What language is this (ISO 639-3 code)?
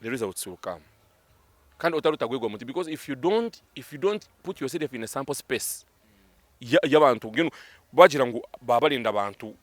nyn